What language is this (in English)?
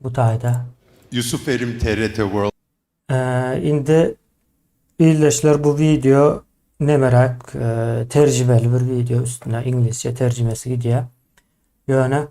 Turkmen